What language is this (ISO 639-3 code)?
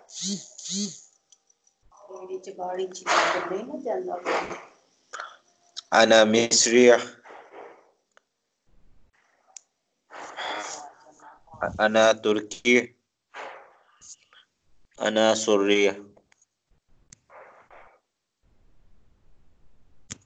urd